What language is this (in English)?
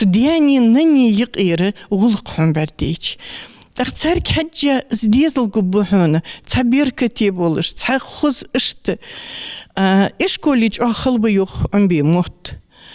Ingush